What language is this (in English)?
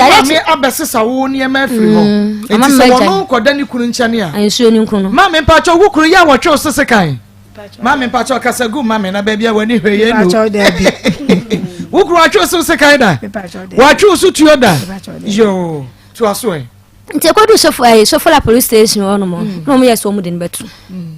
Akan